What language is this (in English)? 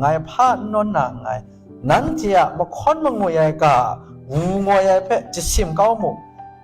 Kachin